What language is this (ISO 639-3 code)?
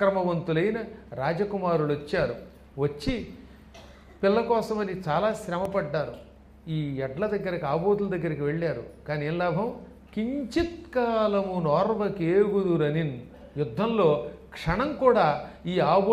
tel